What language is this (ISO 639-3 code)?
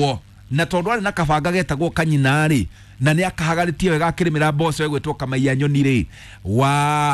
kik